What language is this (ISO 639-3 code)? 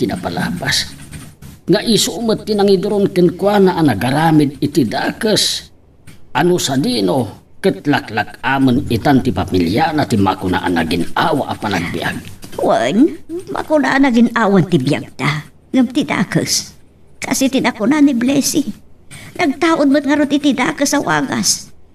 ilo